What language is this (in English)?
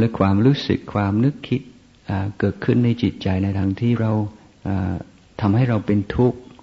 Thai